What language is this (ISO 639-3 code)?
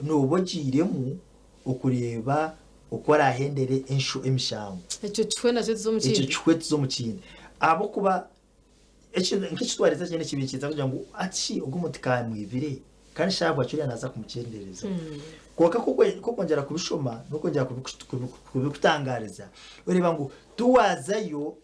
nyn